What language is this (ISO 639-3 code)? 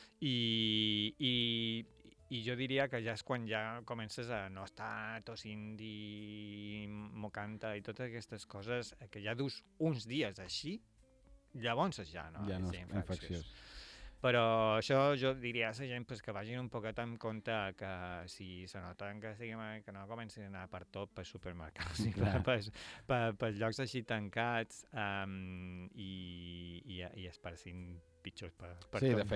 cat